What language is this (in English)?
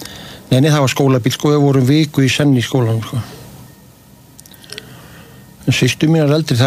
Icelandic